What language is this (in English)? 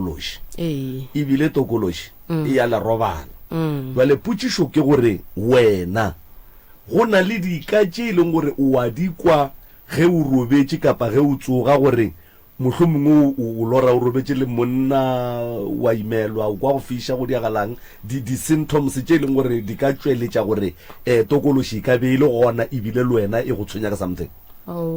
Northern Sotho